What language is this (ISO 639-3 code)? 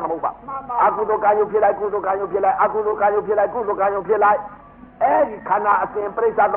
mya